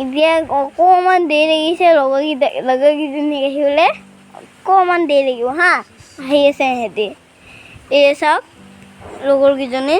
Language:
Assamese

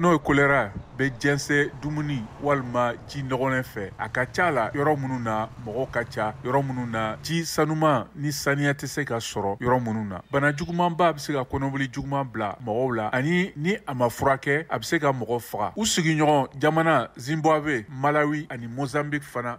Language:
Bambara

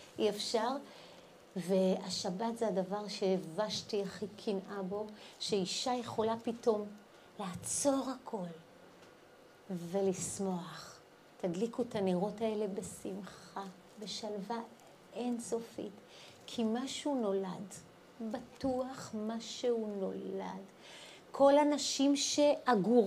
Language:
Hebrew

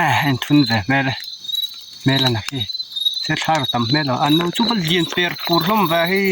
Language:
Mizo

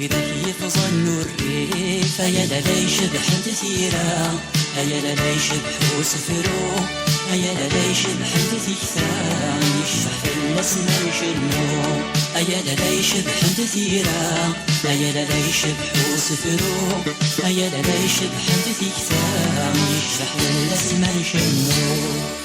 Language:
Kabyle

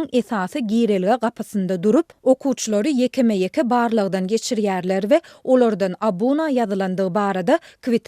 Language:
Turkmen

